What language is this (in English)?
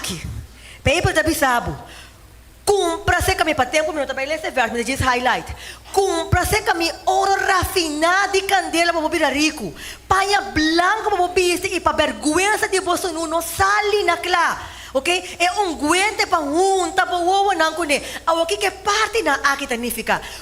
Papiamento